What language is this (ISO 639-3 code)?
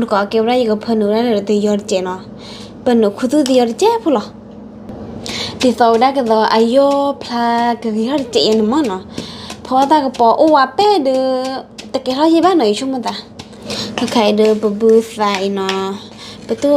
ksw